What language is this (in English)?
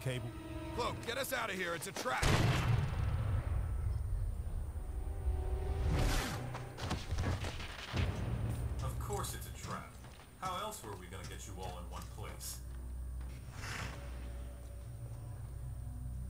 English